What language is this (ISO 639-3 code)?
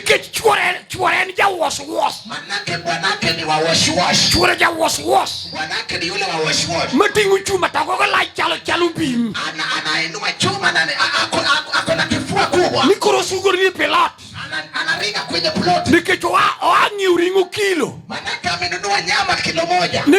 luo